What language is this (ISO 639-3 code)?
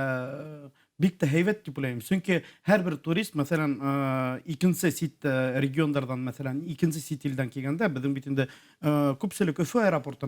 bak